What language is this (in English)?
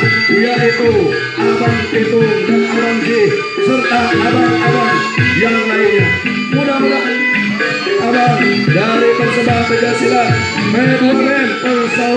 Betawi